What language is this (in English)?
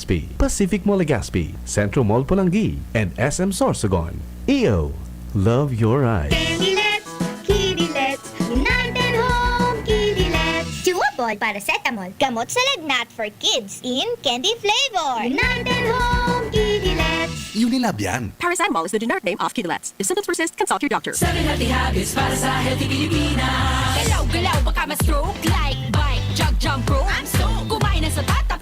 Bikol